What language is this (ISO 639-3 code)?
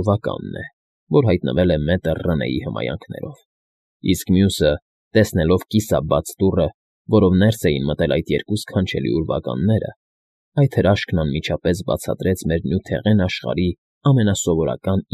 hye